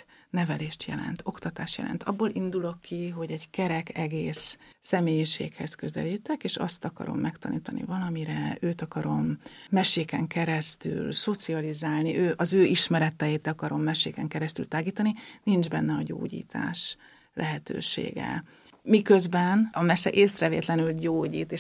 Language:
Hungarian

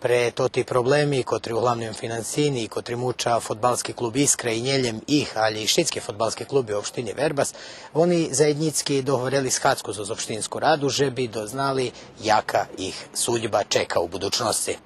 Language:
Rusyn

